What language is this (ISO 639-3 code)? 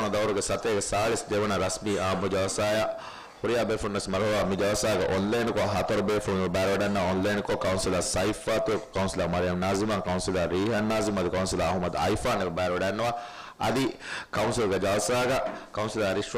div